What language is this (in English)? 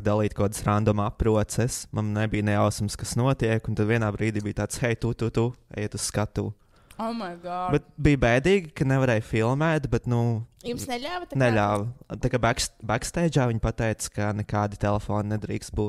Latvian